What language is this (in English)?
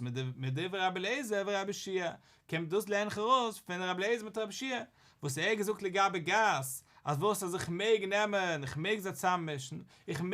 Yiddish